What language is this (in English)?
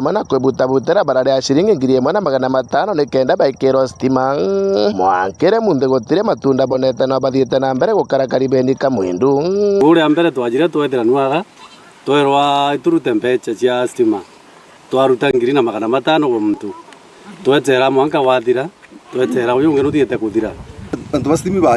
Meru